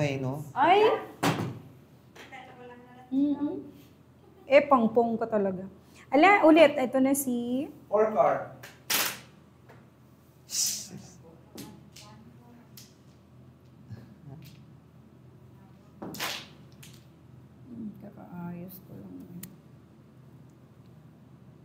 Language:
Filipino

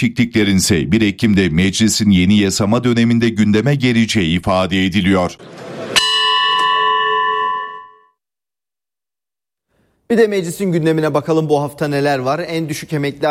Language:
Turkish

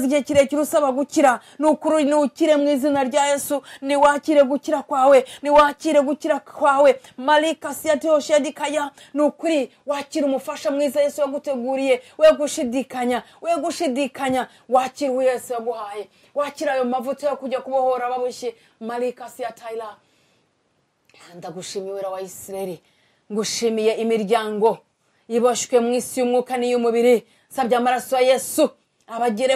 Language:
Kinyarwanda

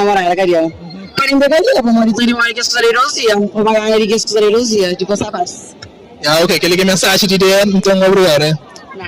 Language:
Kabuverdianu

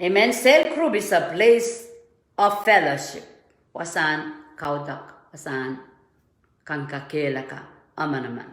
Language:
Pohnpeian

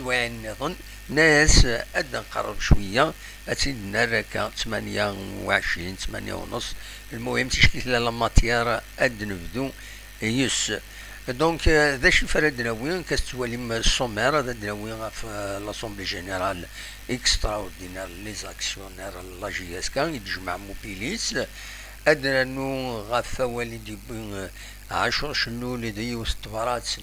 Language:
Kabyle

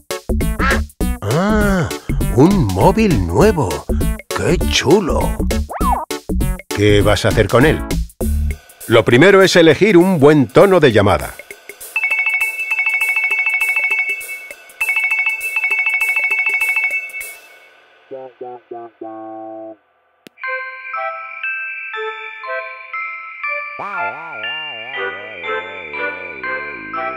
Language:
Spanish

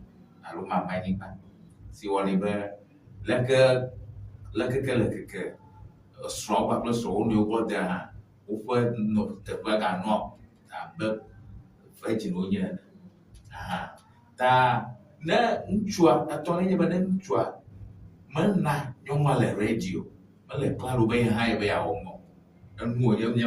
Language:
Ewe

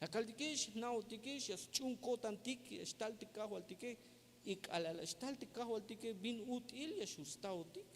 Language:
Tzeltal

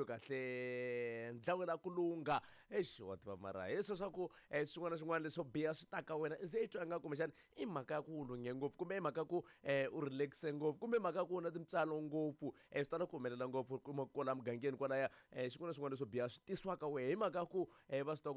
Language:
Tsonga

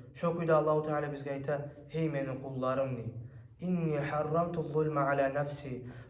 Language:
Kumyk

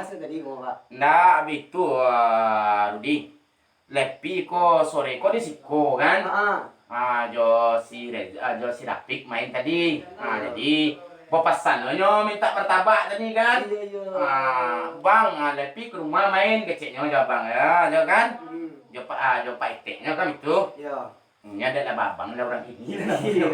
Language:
Minangkabau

